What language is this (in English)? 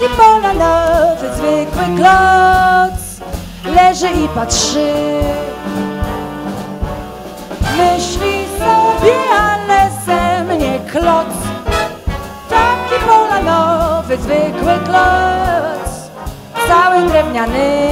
Polish